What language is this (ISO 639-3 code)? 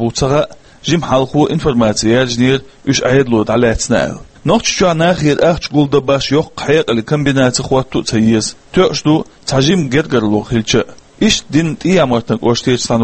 che